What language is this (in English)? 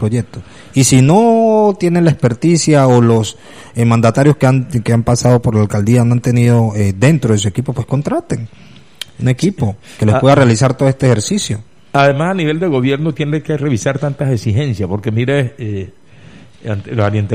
Spanish